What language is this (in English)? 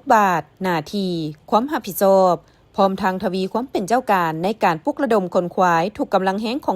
Lao